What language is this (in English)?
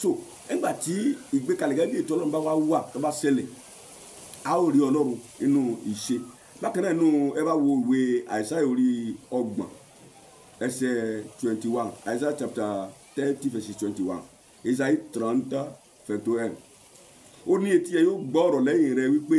Yoruba